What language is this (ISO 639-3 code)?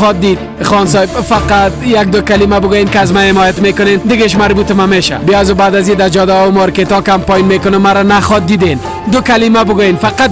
fas